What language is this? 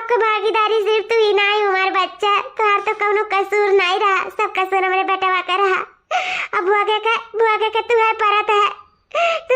Awadhi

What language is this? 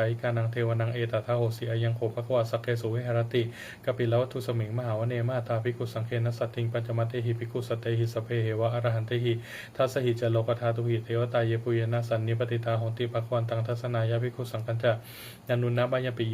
Pali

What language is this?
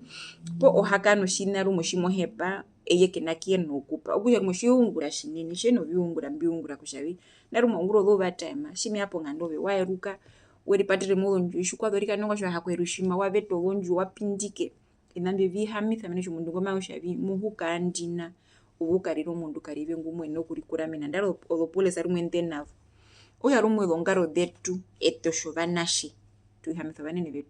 Herero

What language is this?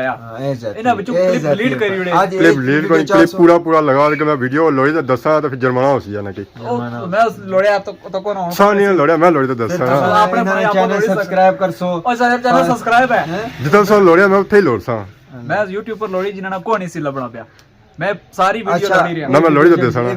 Pahari-Potwari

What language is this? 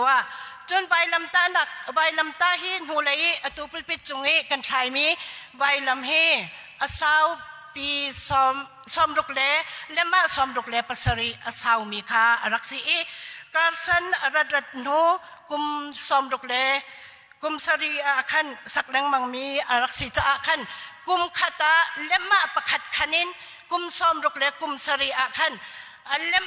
Hakha Chin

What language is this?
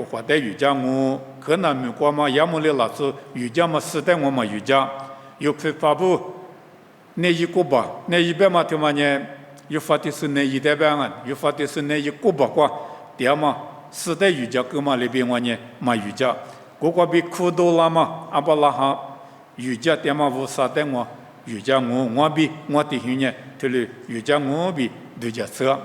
Lisu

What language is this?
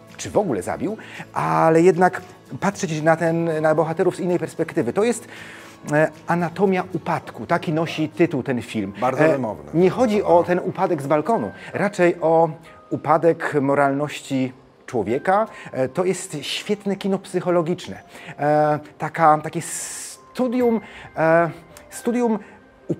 Polish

